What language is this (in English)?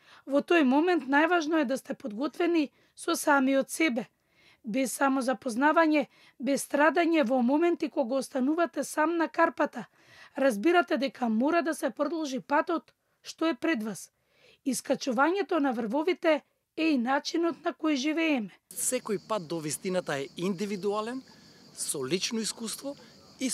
Macedonian